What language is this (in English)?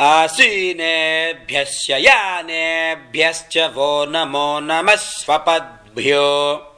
Sanskrit